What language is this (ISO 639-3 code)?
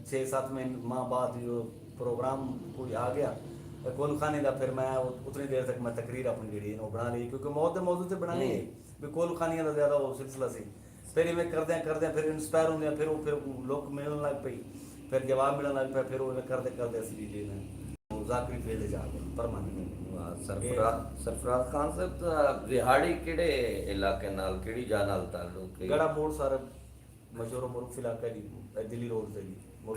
skr